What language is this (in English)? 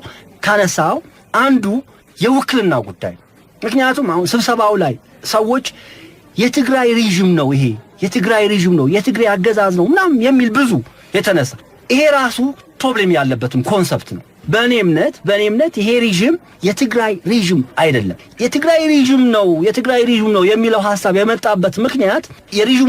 Amharic